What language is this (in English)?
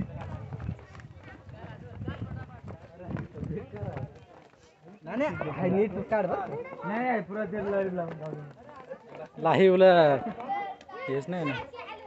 Marathi